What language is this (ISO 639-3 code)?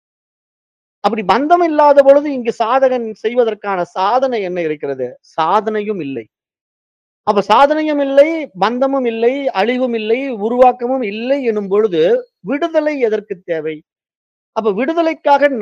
tam